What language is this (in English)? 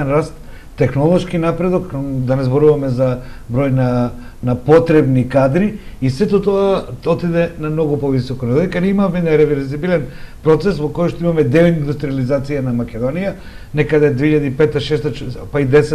Macedonian